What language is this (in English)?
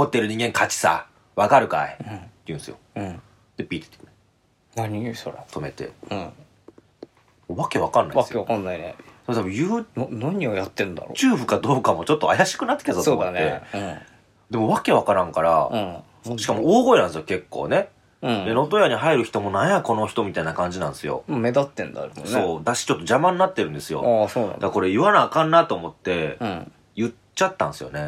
Japanese